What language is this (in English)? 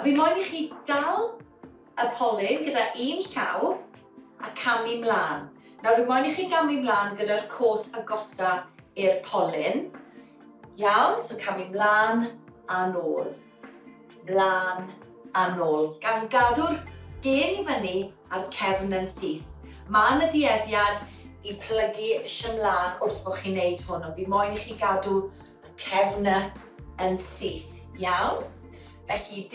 Welsh